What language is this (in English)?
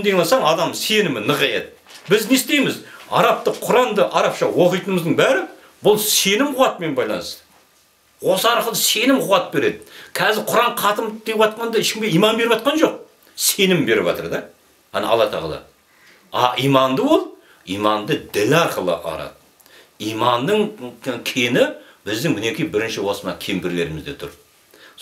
Kazakh